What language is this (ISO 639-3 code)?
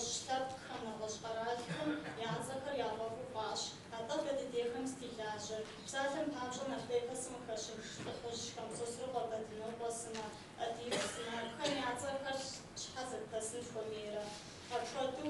kbd